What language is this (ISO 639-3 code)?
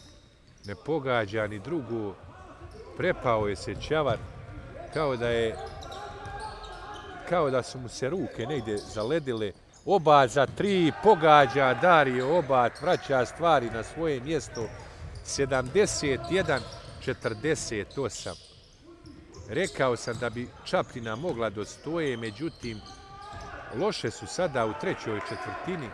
bos